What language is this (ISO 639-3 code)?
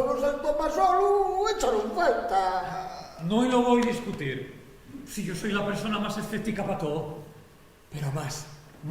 ast